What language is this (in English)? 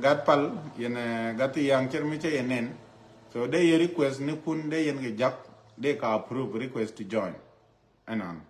Nuer